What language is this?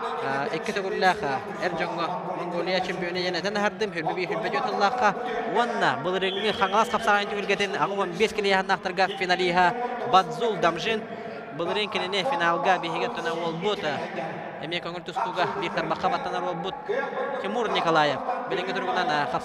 Yakut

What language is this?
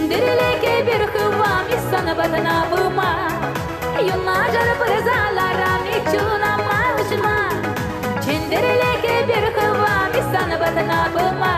Chuvash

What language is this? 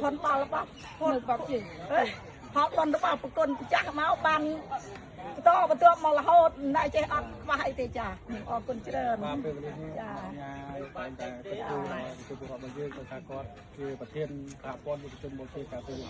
Khmer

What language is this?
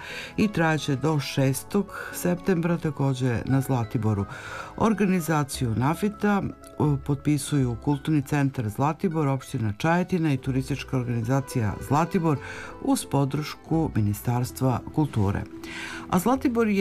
Serbian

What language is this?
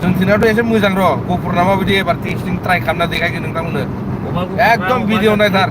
Bodo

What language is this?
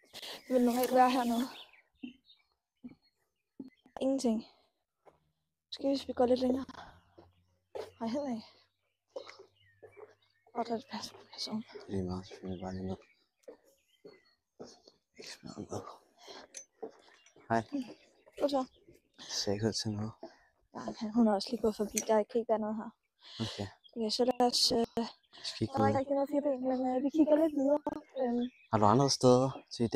Danish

